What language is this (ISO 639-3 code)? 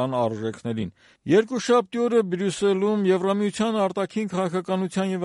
hye